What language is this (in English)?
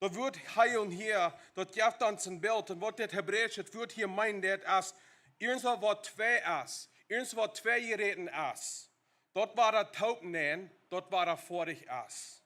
Plautdietsch